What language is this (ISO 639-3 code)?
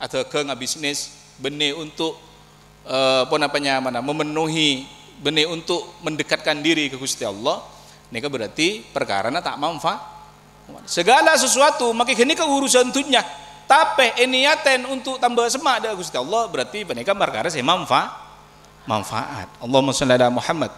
mad